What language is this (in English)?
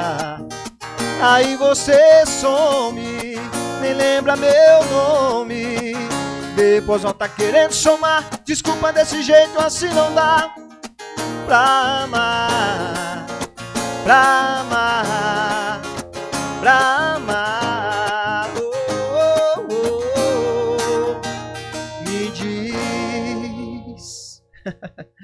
Portuguese